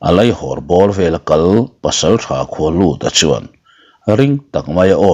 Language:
Mizo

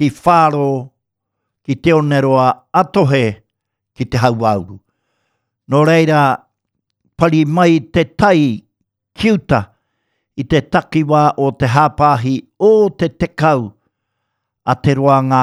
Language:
Māori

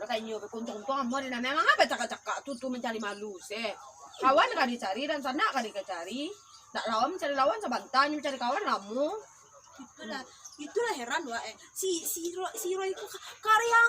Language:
Minangkabau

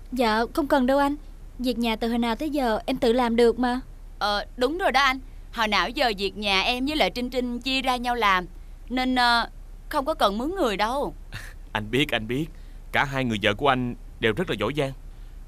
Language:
Vietnamese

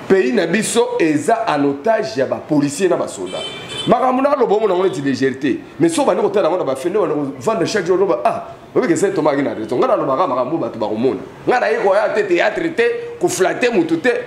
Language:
Lingala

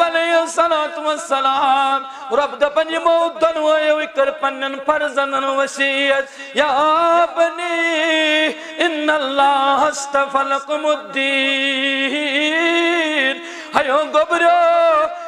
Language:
Kashmiri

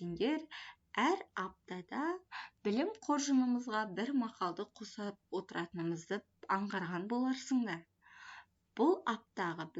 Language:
Kazakh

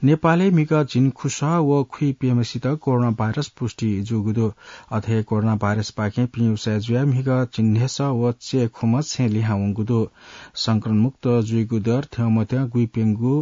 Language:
Newari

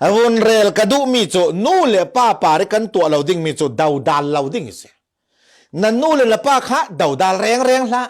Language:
Falam Chin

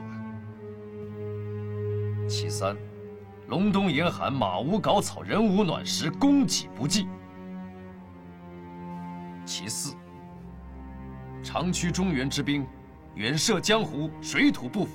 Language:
Chinese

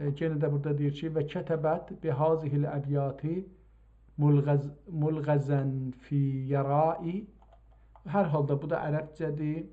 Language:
South Azerbaijani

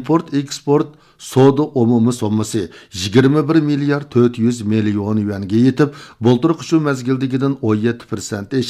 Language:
Uyghur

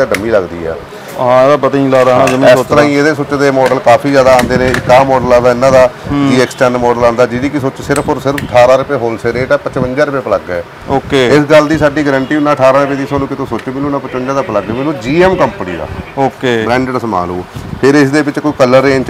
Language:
Punjabi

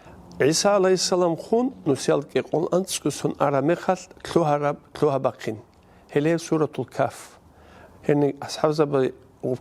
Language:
Avaric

